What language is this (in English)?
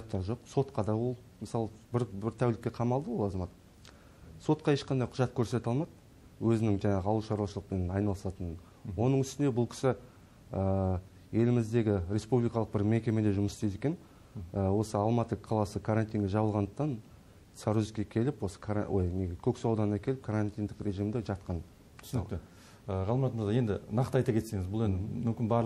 Kazakh